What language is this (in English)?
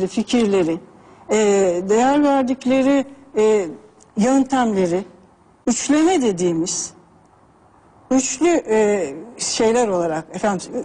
Turkish